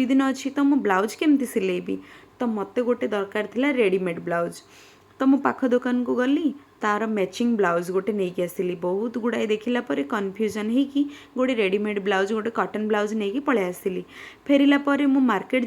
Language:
Odia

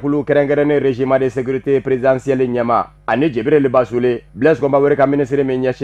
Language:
Bambara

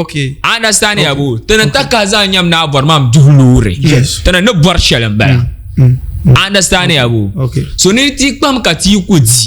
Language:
Dagbani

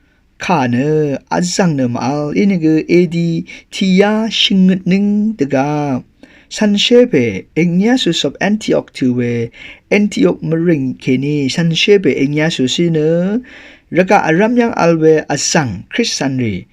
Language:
Rawang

